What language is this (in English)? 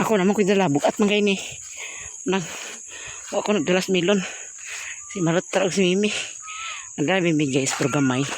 Cebuano